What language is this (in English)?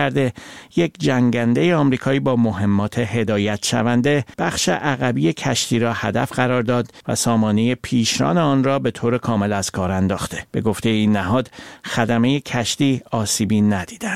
Persian